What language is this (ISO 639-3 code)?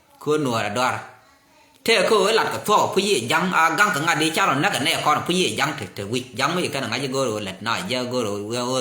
nus